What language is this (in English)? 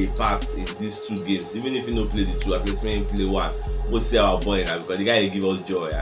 Nigerian Pidgin